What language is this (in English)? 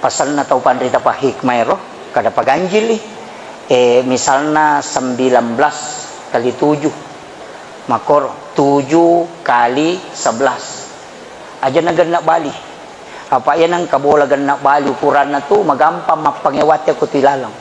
Buginese